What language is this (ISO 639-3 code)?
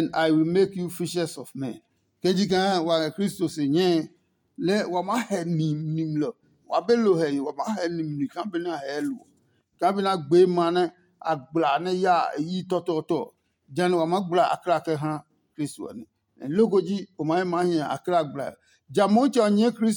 ada